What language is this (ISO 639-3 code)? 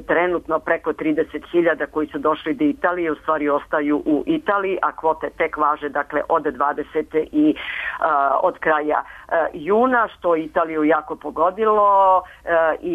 srp